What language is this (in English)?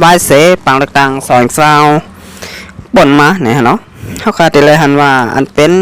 Shan